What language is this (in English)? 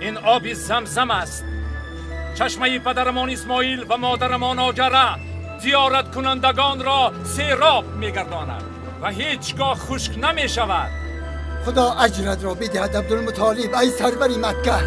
Tajik